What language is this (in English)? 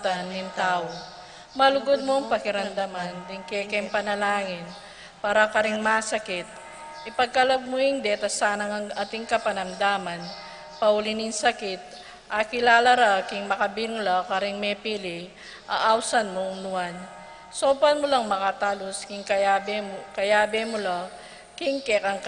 Pampanga